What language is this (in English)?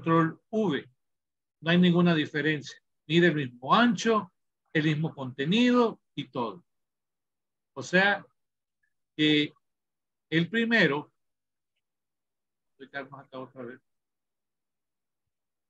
Spanish